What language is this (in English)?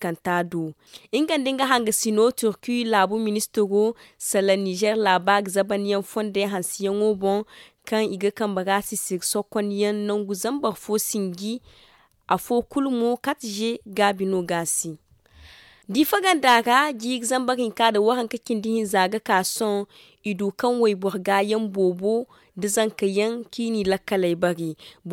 Zarma